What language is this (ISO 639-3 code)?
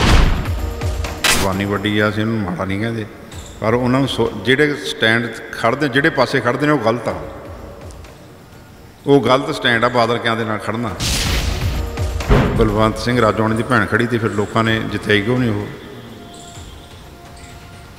pan